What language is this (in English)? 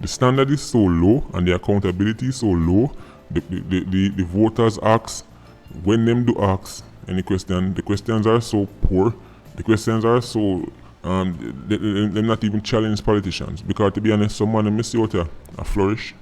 Jamaican Creole English